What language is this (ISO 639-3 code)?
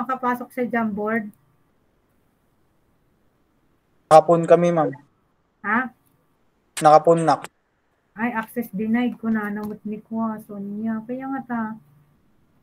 fil